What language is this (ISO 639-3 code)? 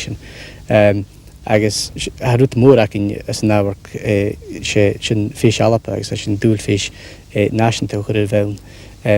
gla